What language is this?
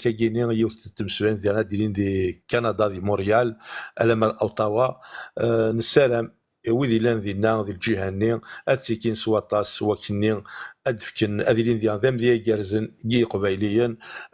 Kabyle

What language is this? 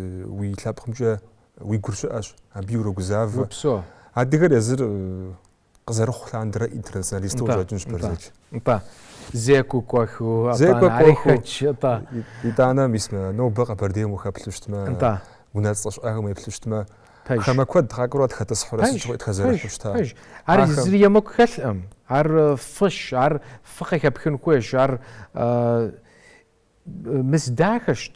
Kabardian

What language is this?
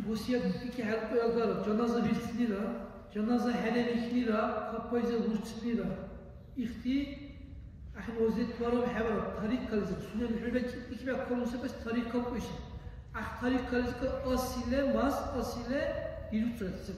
Dargwa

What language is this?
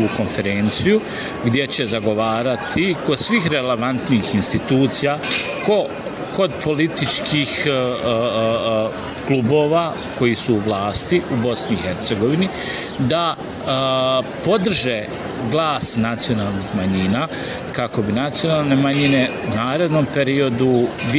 Bosnian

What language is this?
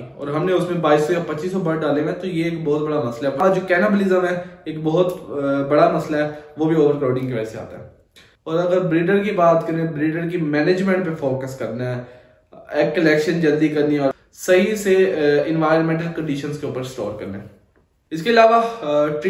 Hindi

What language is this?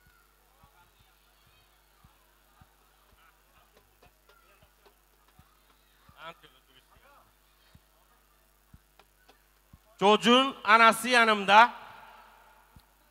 Turkish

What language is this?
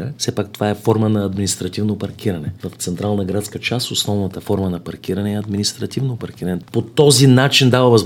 Bulgarian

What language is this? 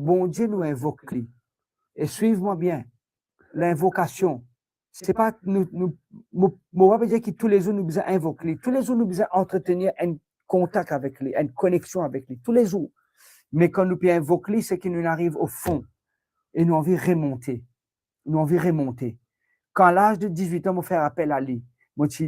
Morisyen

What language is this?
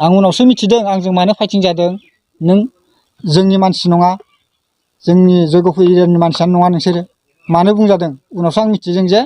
Bodo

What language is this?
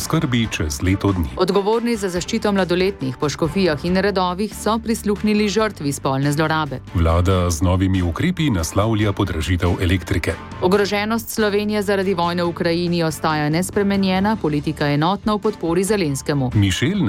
Slovenian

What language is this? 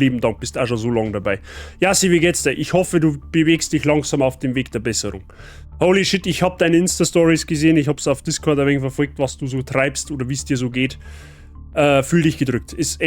Bavarian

